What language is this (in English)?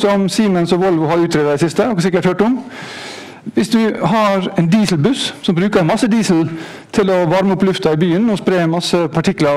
Norwegian